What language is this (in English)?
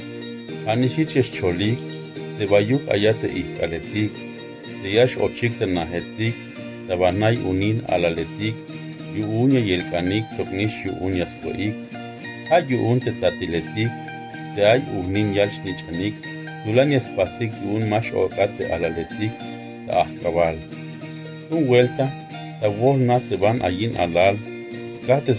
Tzeltal